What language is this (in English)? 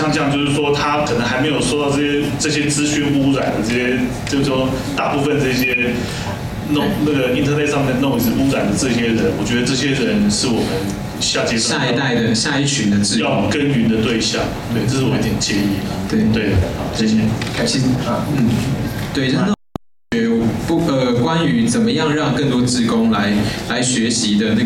Chinese